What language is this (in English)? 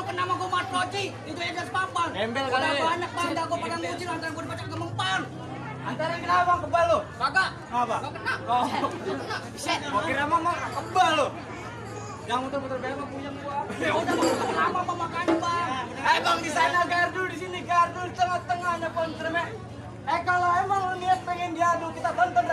Betawi